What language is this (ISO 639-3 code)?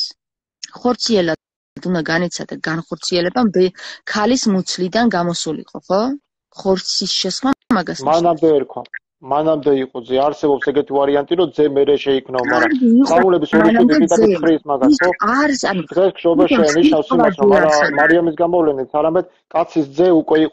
kat